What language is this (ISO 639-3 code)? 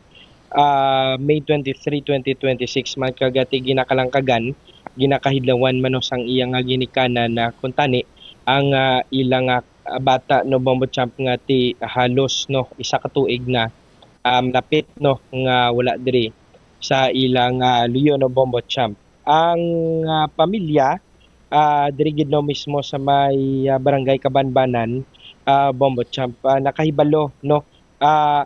hil